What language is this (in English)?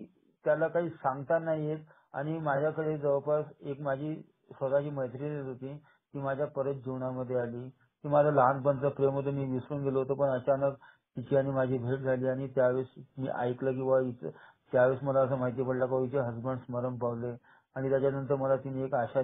Marathi